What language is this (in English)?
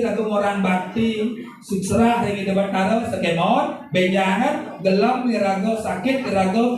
Balinese